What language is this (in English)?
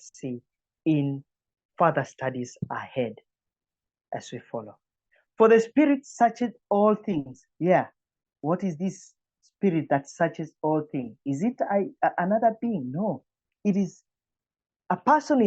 English